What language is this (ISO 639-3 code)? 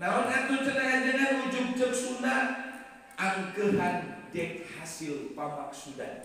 sun